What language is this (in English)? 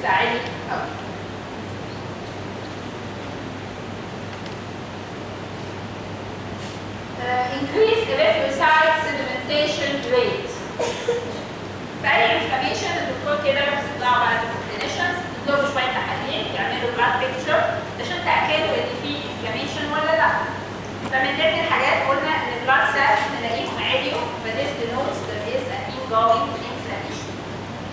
Egyptian Arabic